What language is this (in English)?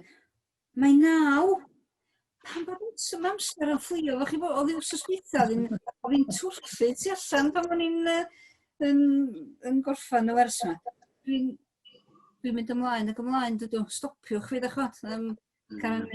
Welsh